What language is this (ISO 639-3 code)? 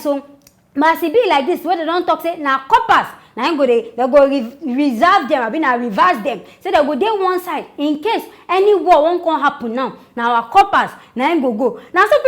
pcm